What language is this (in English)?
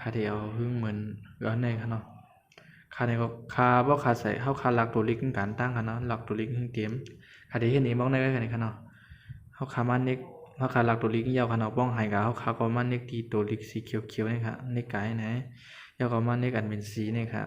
Shan